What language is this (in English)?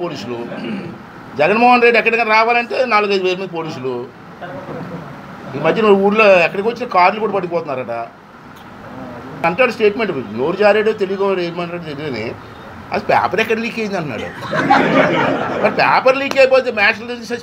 Telugu